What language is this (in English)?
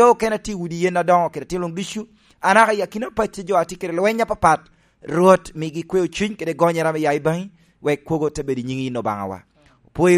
Lango (Uganda)